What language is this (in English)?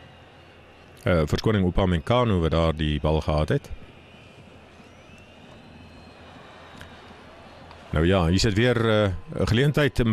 Afrikaans